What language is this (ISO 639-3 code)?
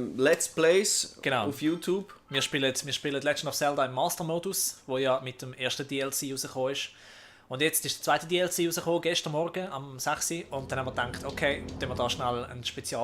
gsw